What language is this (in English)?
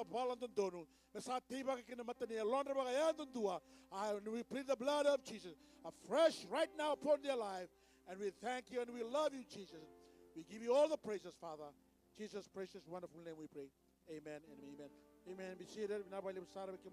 Fijian